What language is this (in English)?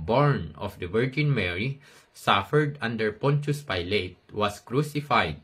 Iloko